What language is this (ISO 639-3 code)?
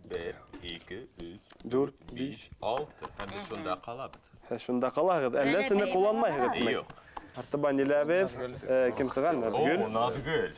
bak